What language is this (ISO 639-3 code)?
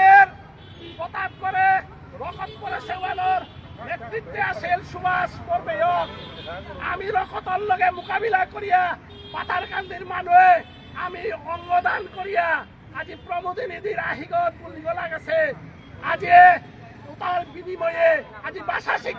bpy